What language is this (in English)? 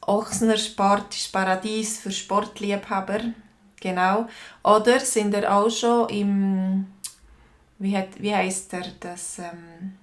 Swiss German